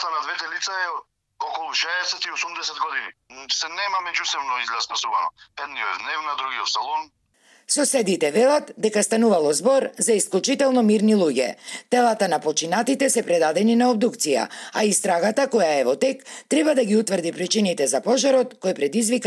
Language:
Macedonian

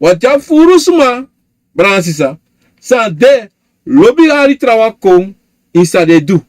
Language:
Sranan Tongo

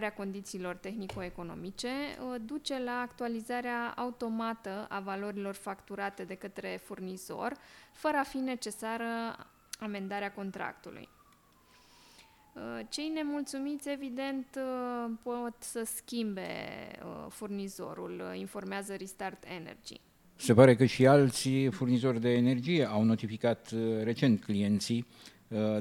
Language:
Romanian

